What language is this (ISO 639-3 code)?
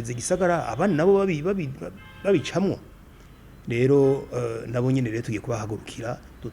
run